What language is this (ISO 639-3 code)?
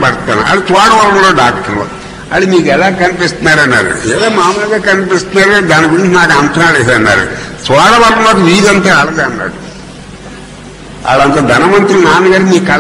tel